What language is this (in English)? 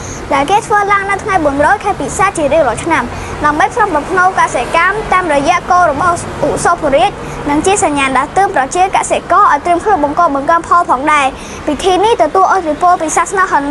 Khmer